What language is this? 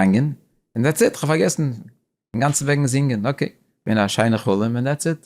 Yiddish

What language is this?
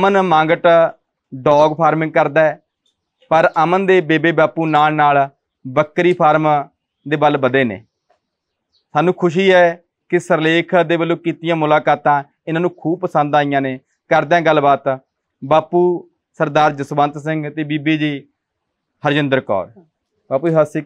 Punjabi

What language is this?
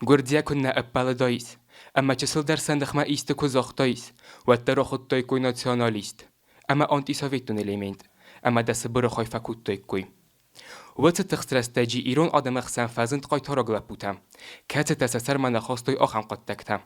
Ossetic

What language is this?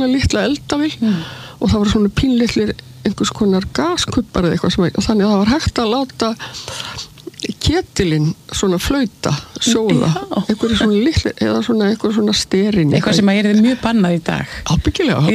Icelandic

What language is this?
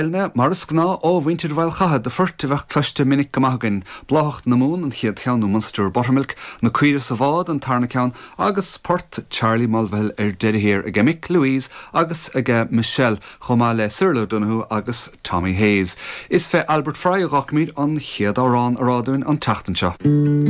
Irish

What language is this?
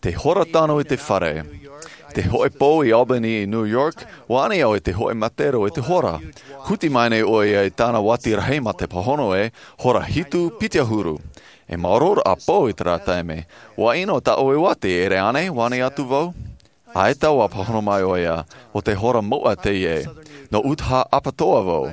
Tahitian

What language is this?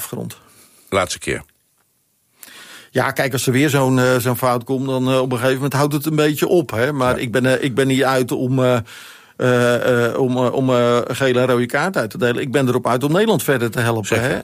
Dutch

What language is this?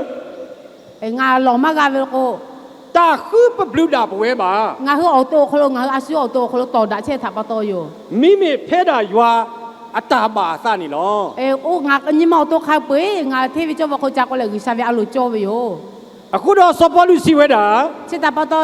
Lahu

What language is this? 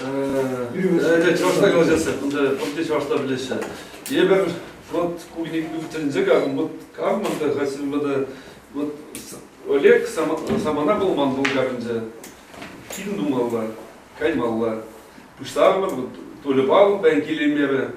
Chuvash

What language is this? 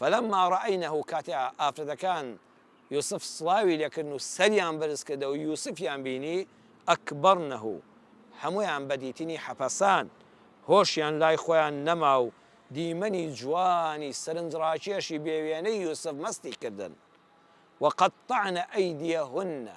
Central Kurdish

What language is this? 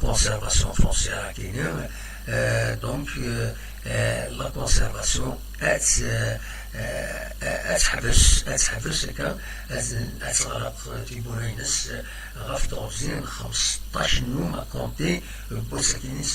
Kabyle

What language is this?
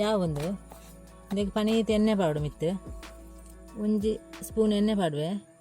Tulu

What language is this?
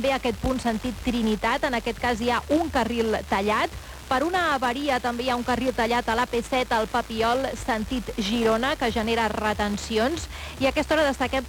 Catalan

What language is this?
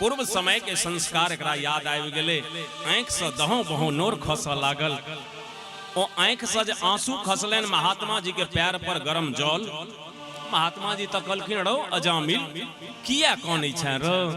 Maithili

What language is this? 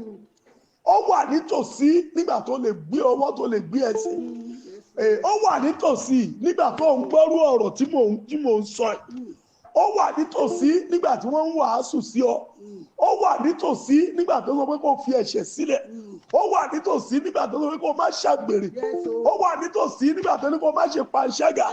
Yoruba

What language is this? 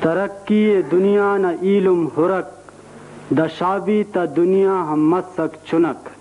Brahui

